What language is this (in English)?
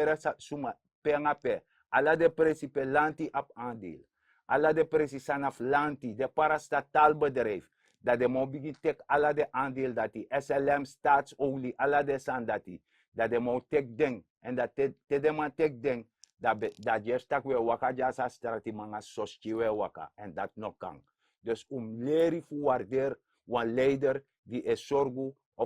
Sranan Tongo